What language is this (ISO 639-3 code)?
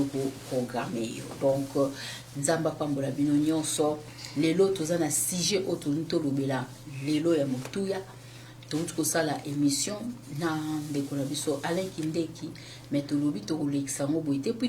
lin